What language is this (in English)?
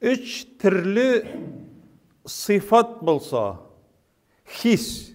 Tatar